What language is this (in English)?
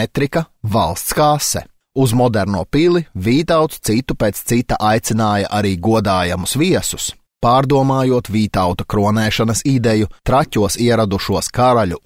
Latvian